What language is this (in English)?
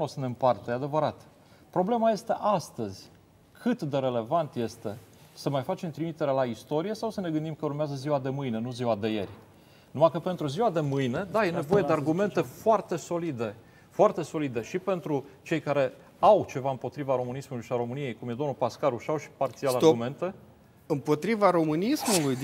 Romanian